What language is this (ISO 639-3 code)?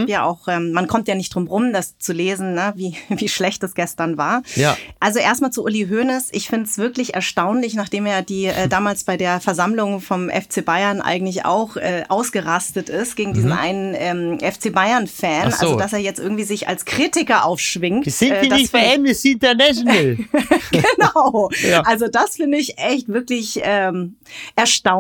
deu